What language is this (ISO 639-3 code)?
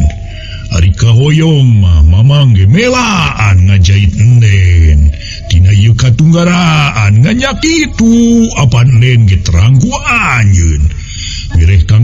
sun